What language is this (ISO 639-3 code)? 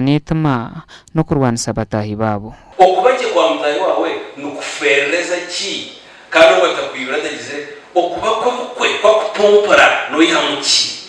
nyn